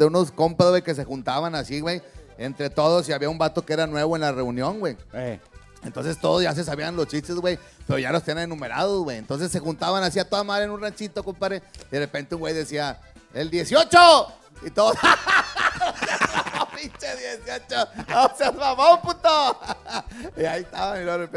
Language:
Spanish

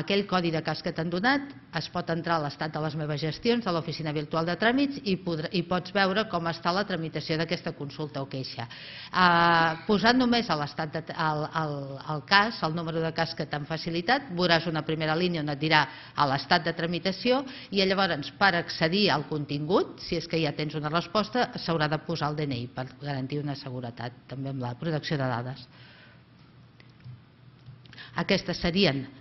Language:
Catalan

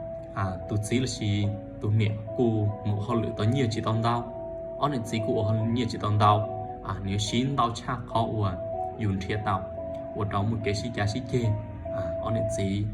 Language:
Hmong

